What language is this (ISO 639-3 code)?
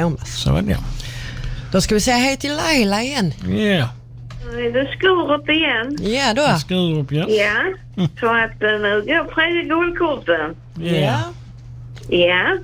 swe